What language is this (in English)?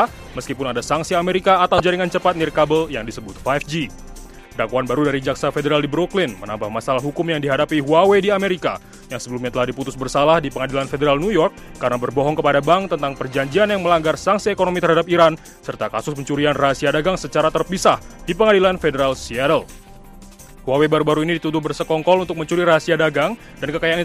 Indonesian